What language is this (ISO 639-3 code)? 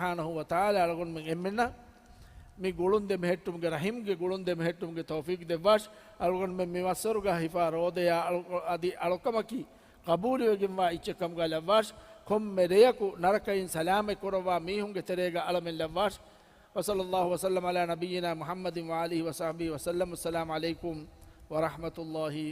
div